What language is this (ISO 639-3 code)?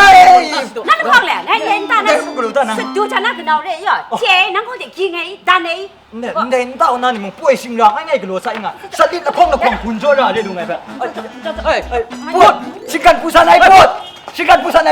kac